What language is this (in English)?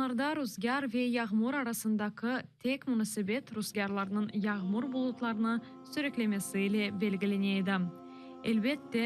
Crimean Tatar